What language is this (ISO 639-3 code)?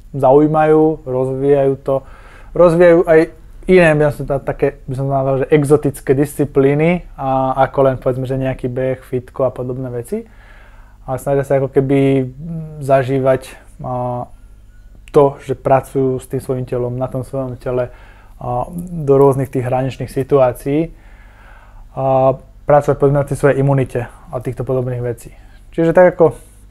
slk